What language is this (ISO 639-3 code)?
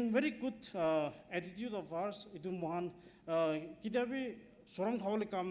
nag